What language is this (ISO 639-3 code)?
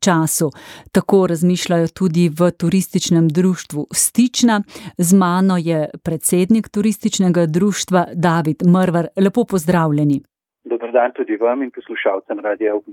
slv